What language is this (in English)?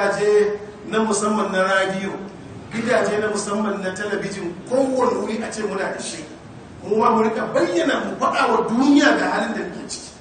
Hausa